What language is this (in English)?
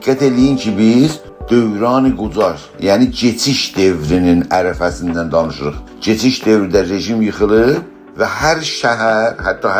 South Azerbaijani